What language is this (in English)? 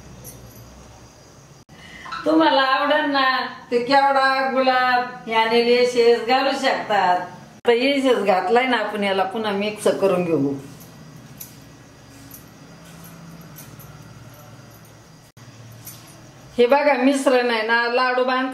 Marathi